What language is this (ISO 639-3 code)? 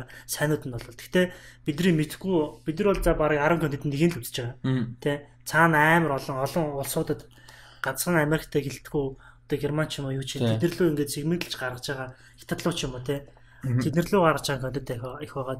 mon